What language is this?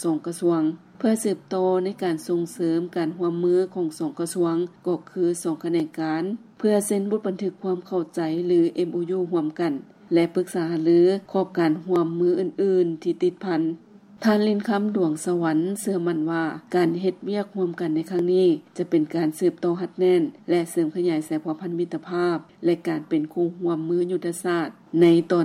Lao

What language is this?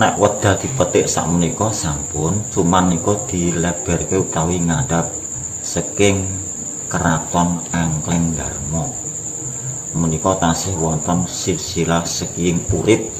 Javanese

